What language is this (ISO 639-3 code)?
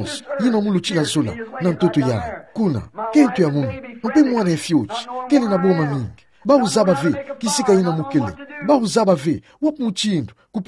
ktu